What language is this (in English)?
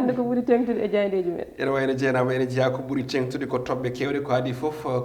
Fula